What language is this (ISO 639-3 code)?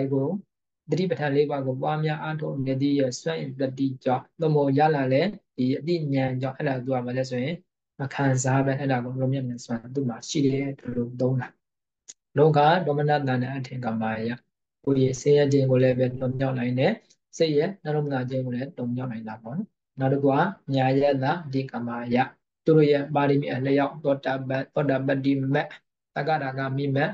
mya